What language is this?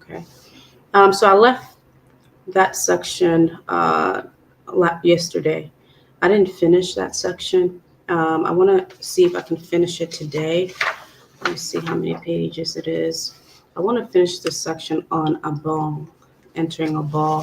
Acoli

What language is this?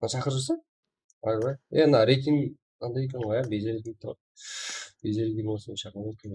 Kara-Kalpak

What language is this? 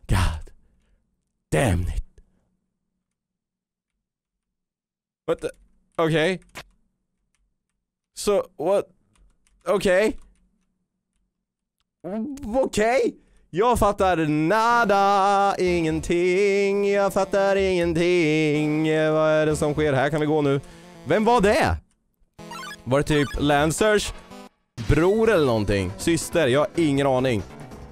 Swedish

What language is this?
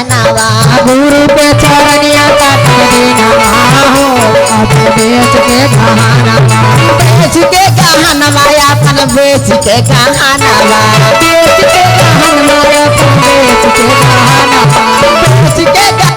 Magahi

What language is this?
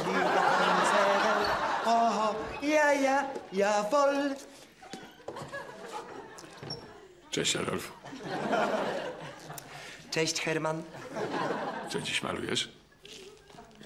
Polish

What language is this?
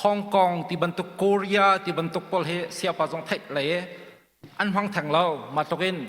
Hakha Chin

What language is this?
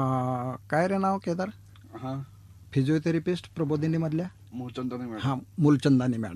Marathi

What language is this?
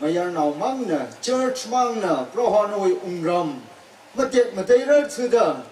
Tangkhul Naga (India)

